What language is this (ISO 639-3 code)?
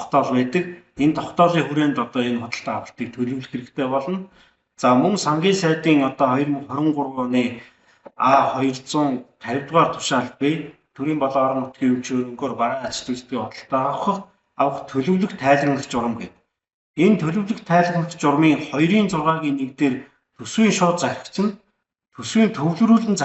mon